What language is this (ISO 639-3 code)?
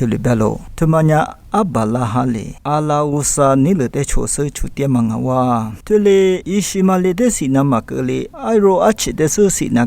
lis